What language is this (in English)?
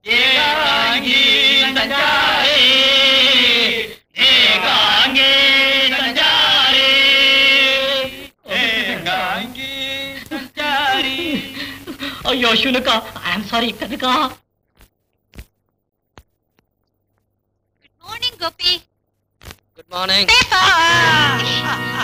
Kannada